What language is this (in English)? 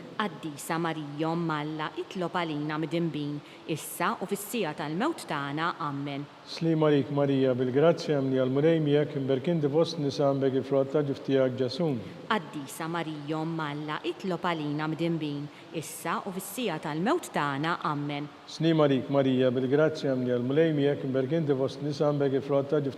Maltese